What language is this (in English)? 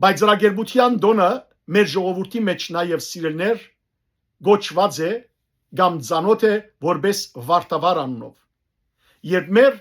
Western Armenian